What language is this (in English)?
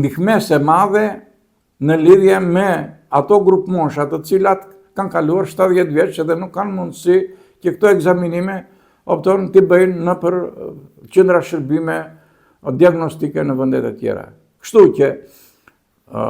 Albanian